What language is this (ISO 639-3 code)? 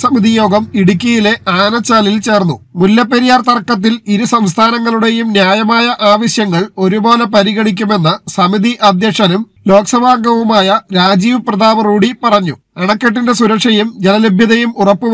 mal